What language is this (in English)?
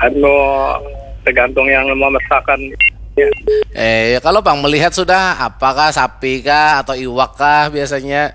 Banjar